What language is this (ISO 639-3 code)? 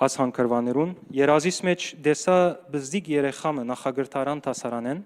hyw